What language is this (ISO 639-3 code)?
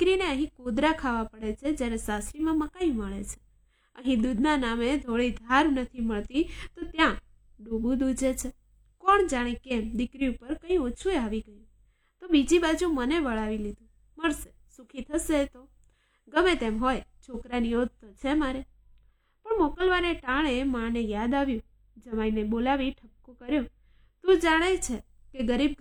guj